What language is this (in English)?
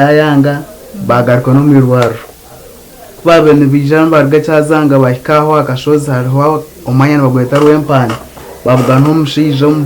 Nyankole